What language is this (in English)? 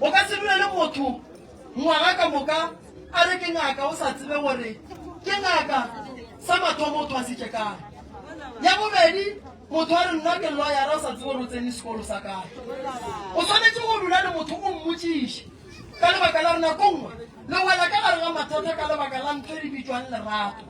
Northern Sotho